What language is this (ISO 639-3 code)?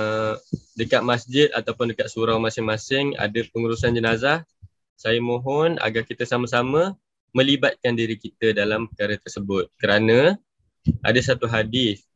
msa